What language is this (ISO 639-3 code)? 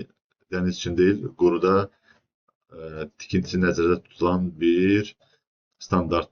aze